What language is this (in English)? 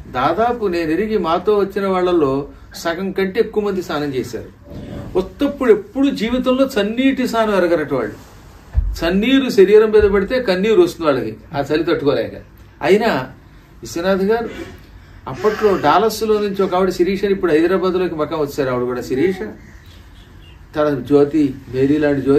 Telugu